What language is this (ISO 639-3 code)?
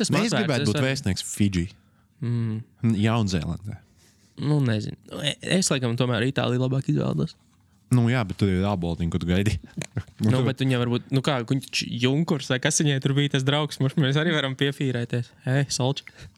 lav